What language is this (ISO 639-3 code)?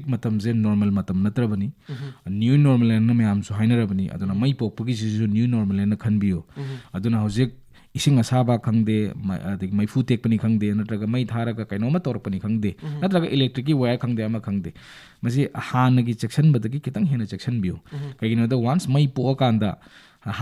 mni